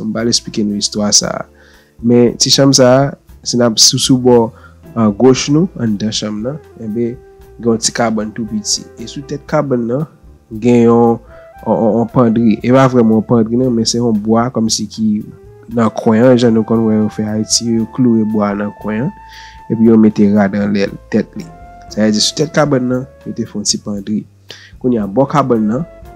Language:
Haitian Creole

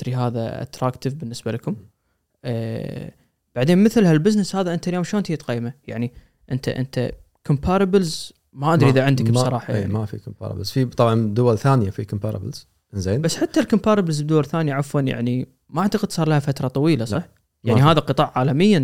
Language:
Gulf Arabic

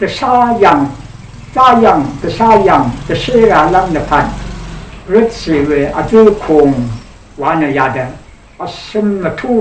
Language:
Rawang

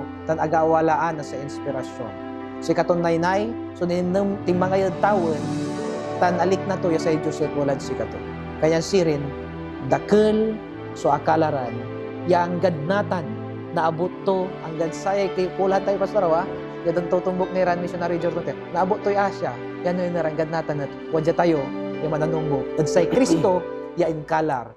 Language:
Pangasinan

